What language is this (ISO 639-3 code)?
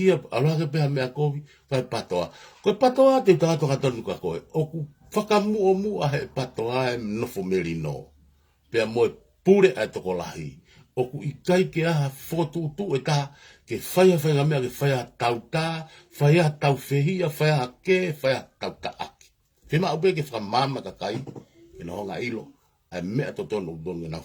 ton